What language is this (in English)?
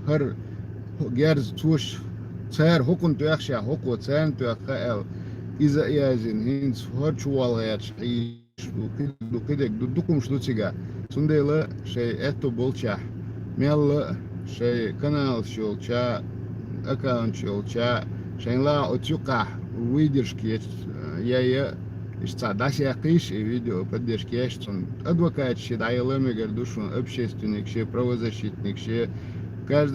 Chechen